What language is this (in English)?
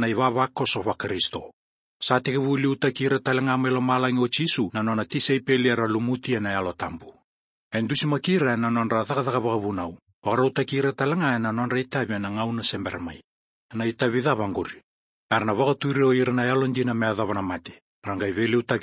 Fijian